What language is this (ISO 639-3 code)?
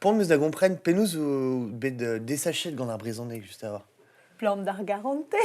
bre